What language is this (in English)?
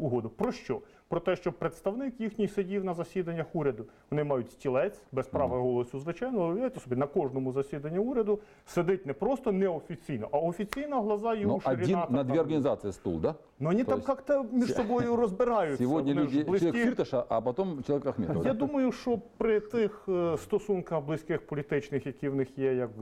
Ukrainian